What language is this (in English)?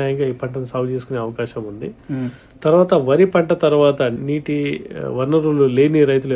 Telugu